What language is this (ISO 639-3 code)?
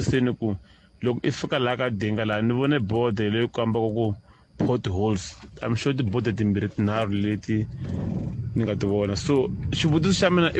tso